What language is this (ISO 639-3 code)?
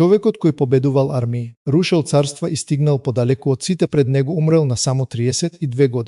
mkd